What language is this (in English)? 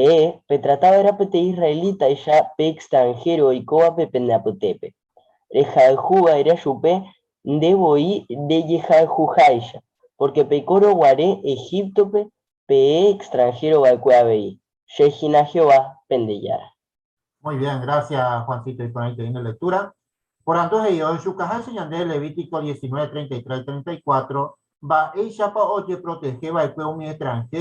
Guarani